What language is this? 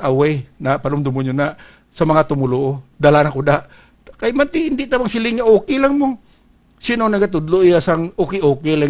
Hiligaynon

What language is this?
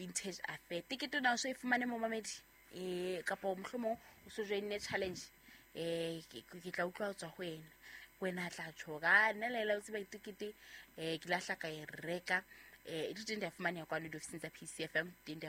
Southern Sotho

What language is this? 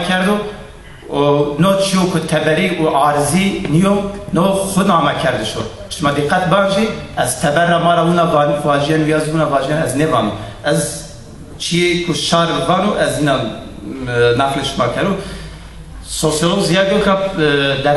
Zaza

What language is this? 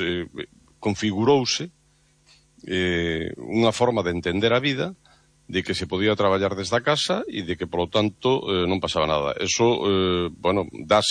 Galician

